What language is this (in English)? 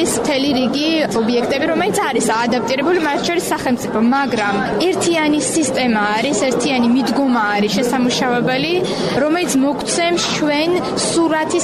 Georgian